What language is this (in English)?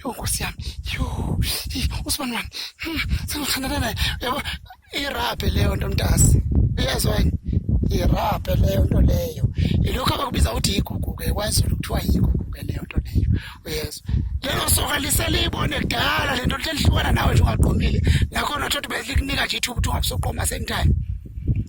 Zulu